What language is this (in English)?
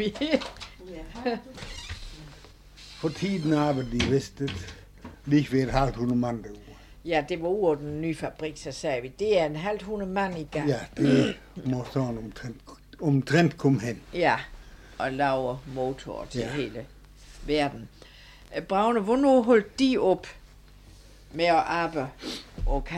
Danish